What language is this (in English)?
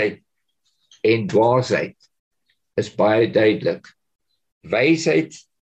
Afrikaans